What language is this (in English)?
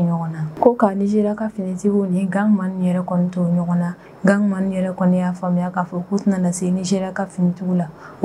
Bambara